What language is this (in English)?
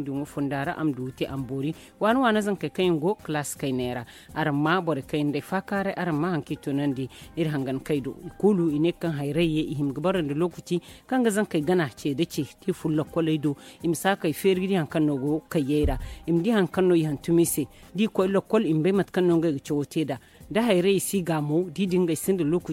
Zarma